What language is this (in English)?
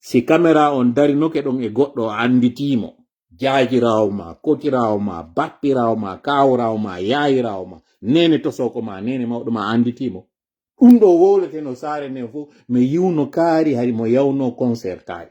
Fula